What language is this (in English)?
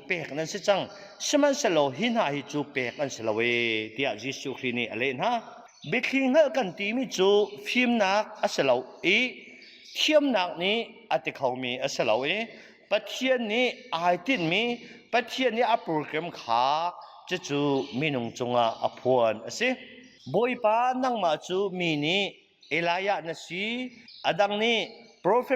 Hakha Chin